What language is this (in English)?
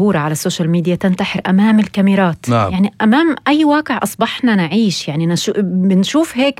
North Levantine Arabic